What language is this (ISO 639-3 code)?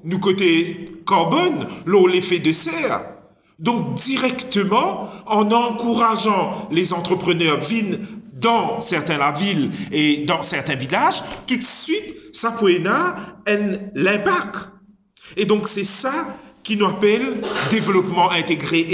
mfe